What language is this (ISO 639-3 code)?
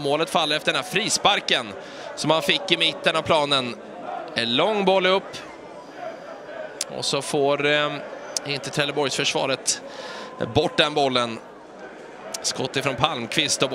swe